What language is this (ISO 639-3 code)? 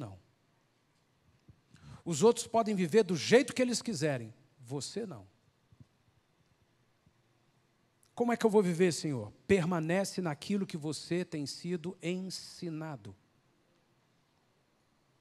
por